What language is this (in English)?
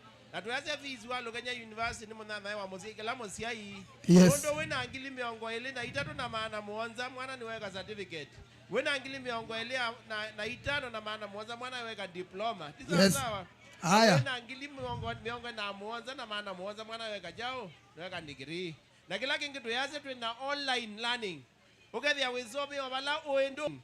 Kamba